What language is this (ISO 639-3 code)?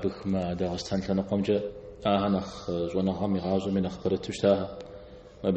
kbd